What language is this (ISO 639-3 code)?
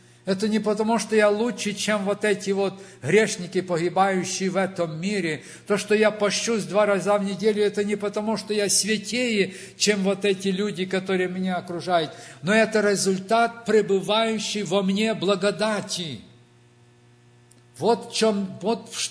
rus